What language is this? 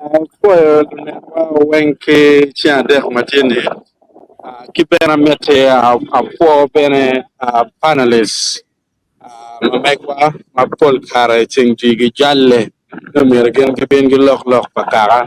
Acoli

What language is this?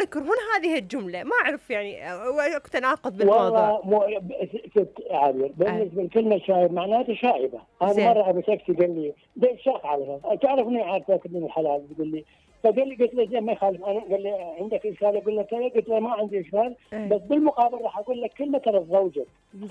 Mesopotamian Arabic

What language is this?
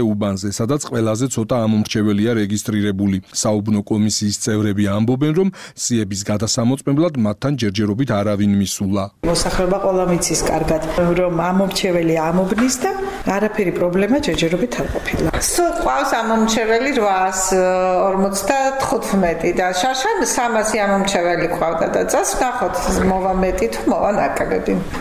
Georgian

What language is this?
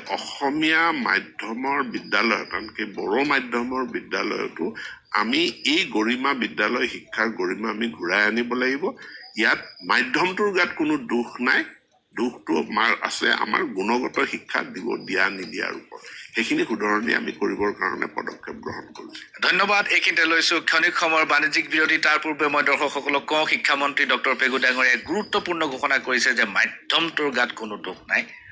Assamese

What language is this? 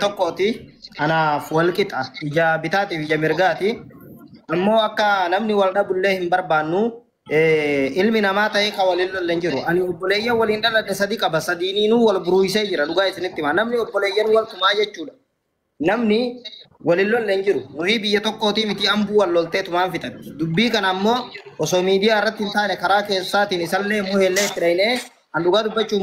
Oromo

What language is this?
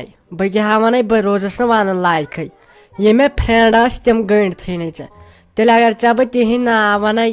Kashmiri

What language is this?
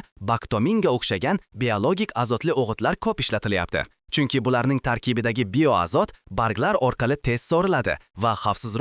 Uzbek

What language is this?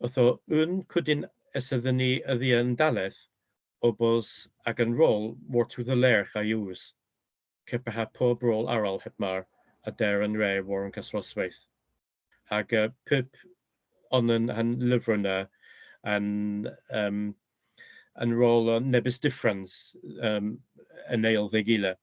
Cornish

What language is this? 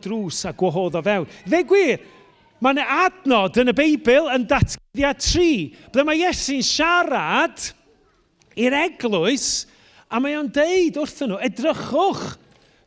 Welsh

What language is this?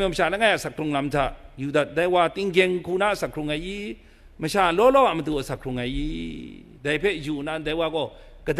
Kachin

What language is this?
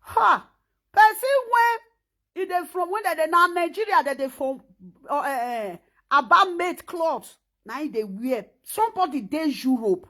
Nigerian Pidgin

